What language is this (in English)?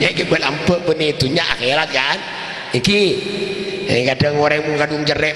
Madurese